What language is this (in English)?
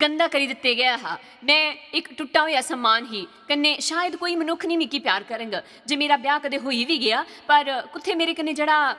Dogri